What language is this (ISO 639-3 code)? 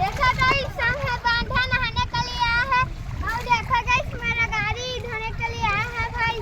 hne